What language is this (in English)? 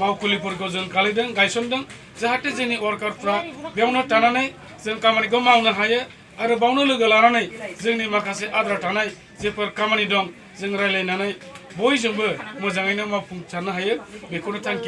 Bodo